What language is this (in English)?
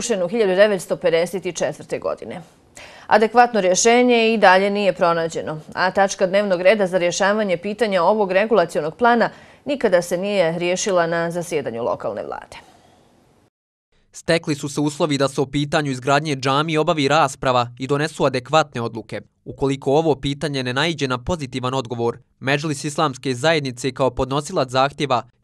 Bosnian